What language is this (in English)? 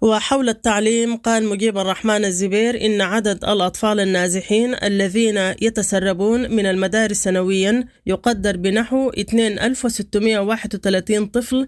Sudanese Arabic